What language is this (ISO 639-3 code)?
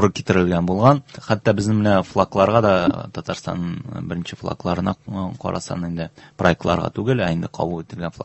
tat